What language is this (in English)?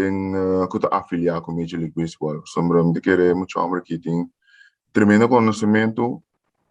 Papiamento